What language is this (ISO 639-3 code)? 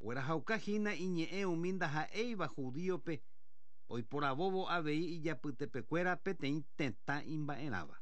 grn